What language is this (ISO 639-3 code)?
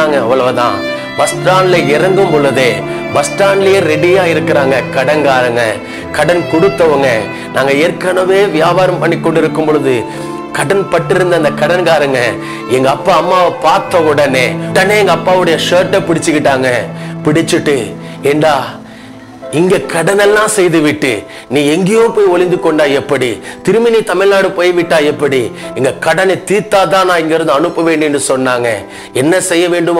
tam